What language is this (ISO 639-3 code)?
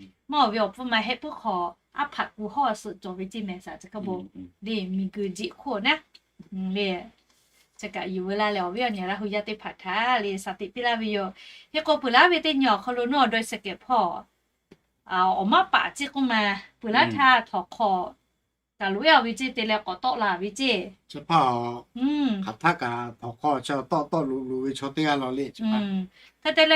lhu